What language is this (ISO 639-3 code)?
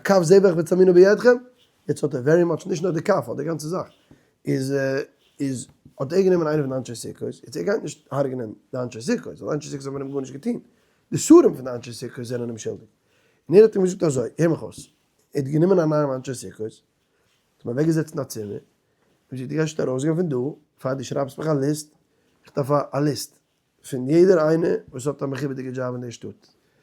yid